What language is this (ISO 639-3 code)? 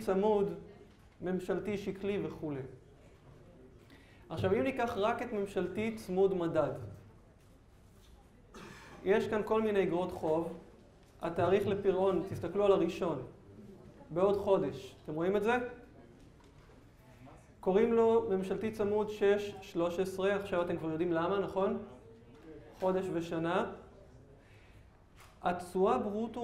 heb